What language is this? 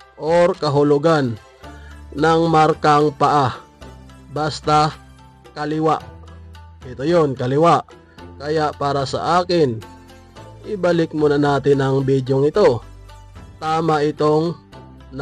Filipino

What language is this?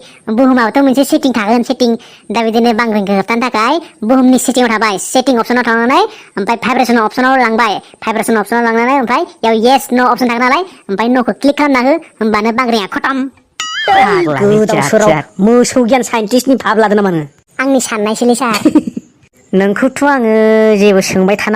Bodo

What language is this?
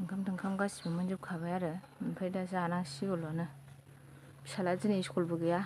Bodo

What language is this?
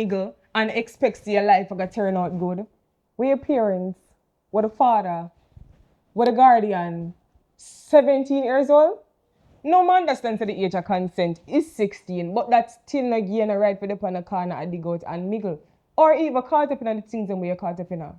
Jamaican Creole English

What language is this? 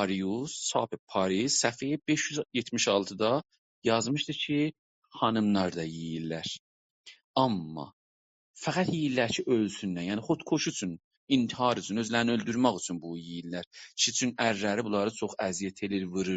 South Azerbaijani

